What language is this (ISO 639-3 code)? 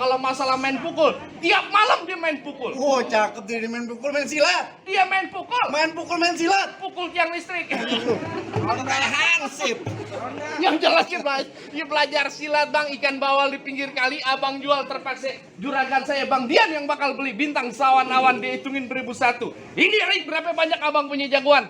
bew